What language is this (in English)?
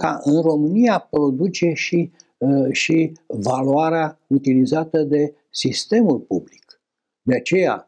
Romanian